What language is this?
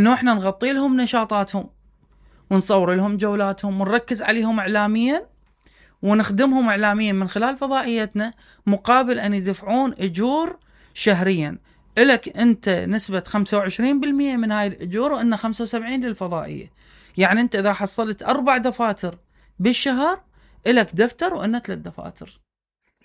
Mesopotamian Arabic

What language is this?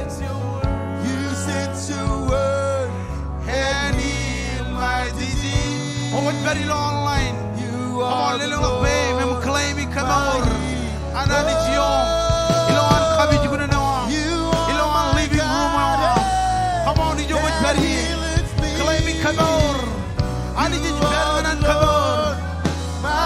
Marshallese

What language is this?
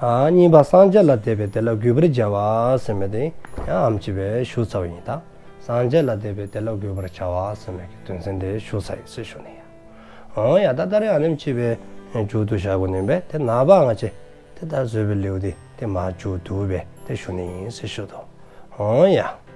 Dzongkha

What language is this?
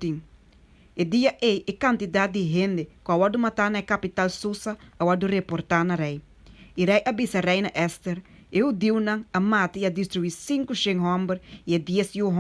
Papiamento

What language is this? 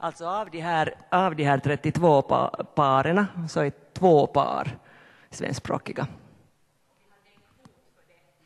Swedish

